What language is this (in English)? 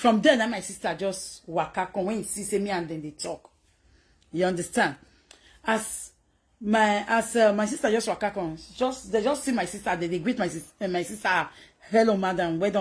Nigerian Pidgin